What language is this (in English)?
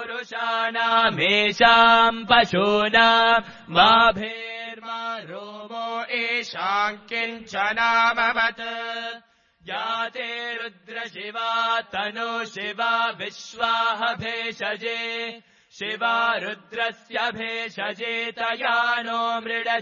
Sanskrit